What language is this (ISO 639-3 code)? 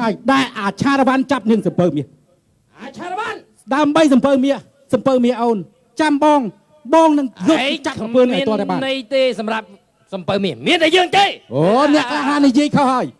khm